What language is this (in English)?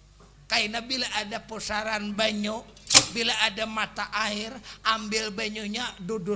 Banjar